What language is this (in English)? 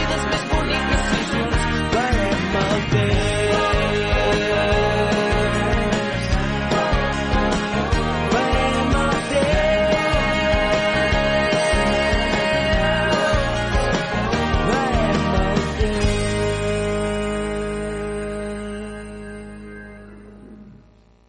Catalan